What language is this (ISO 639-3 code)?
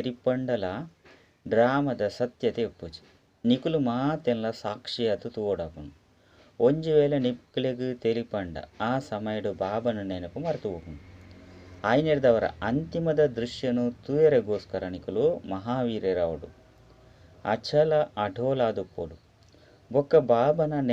tcy